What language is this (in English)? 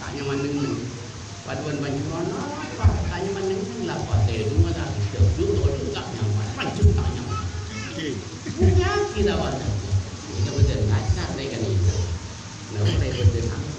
Madurese